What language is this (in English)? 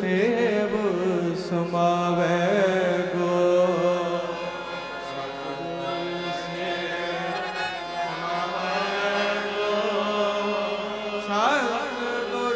Punjabi